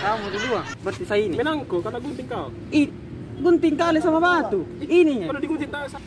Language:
Makassar Malay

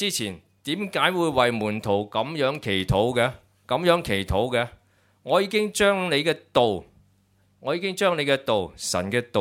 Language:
Cantonese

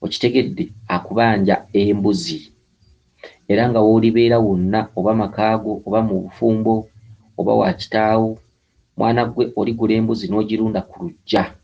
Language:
Ganda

